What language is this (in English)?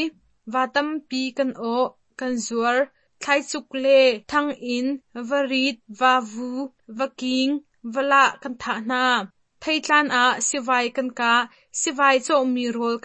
Hakha Chin